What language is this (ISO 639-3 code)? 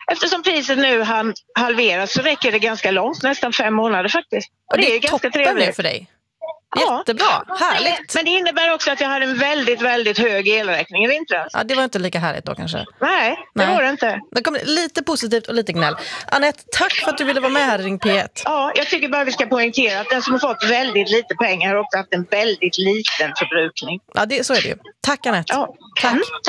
swe